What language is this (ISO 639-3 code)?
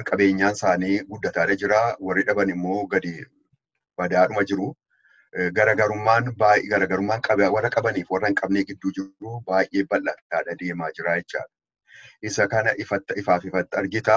orm